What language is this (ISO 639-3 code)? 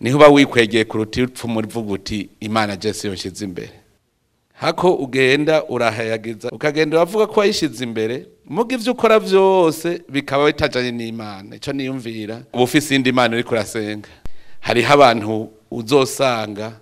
run